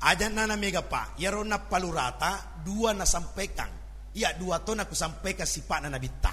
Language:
Buginese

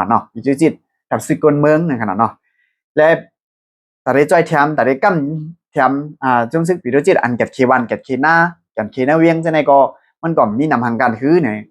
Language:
Shan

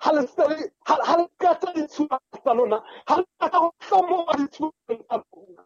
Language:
Southern Sotho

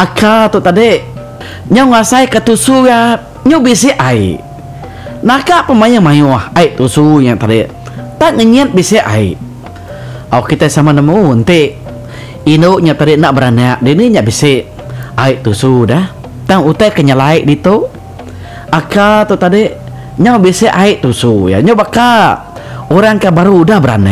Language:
Iban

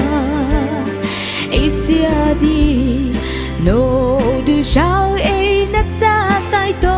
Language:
Mara Chin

